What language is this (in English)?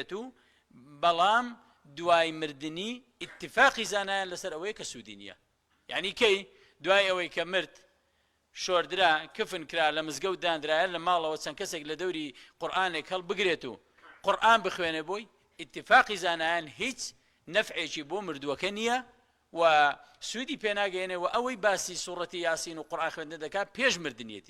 Central Kurdish